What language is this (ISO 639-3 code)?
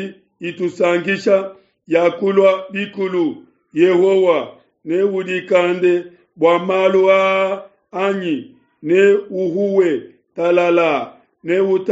lua